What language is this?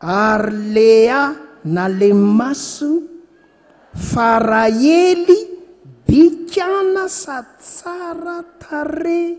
Malagasy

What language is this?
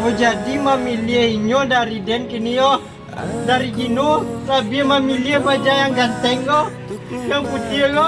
Minangkabau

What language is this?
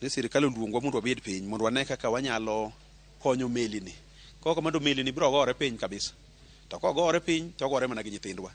Luo (Kenya and Tanzania)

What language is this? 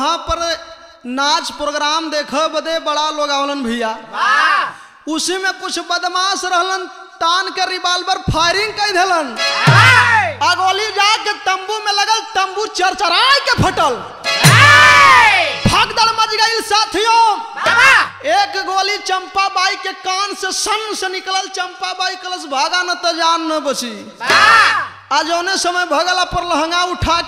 Bhojpuri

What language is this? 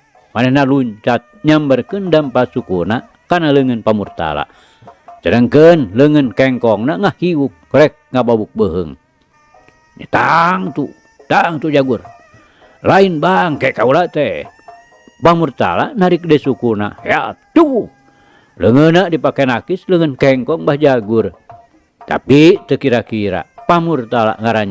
Sundanese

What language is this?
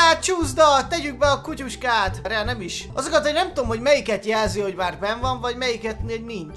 Hungarian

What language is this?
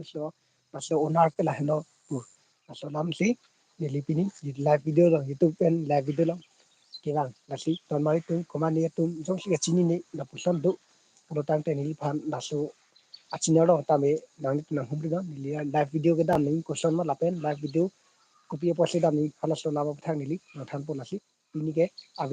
Karbi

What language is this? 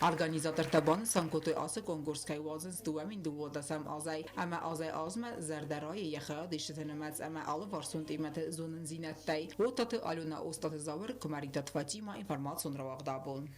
Ossetic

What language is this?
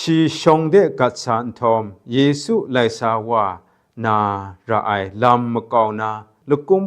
Kachin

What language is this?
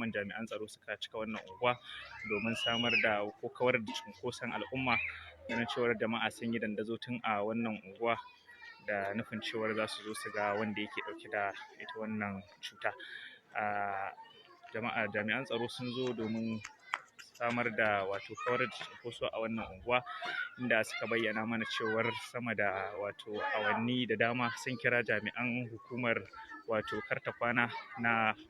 Hausa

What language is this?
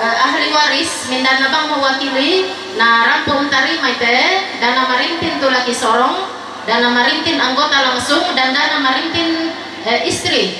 Toraja-Sa'dan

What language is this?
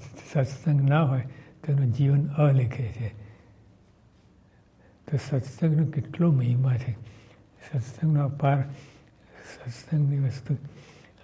Gujarati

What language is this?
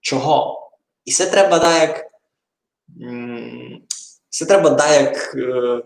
Rusyn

